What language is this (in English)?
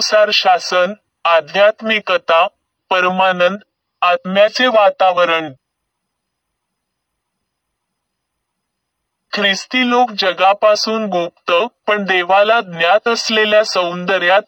Marathi